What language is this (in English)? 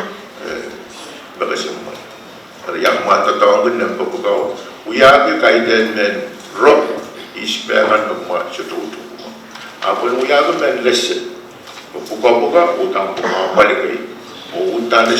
Pohnpeian